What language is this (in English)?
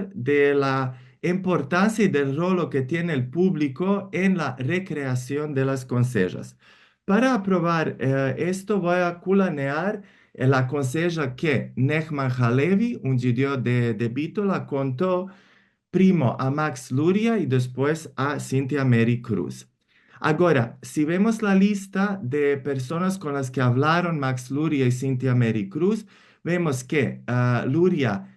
Ladino